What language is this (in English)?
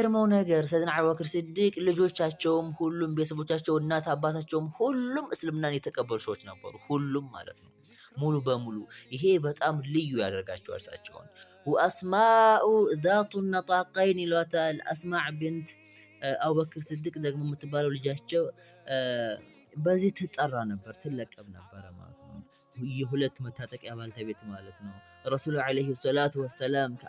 Amharic